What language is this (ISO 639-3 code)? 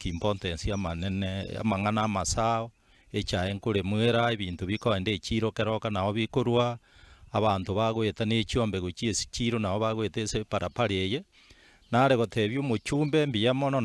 guz